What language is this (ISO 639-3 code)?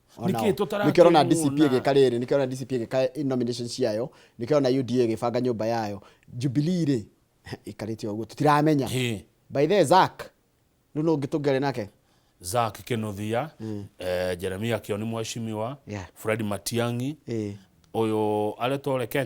kik